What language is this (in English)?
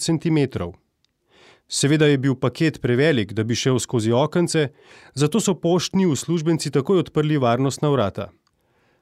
Slovenian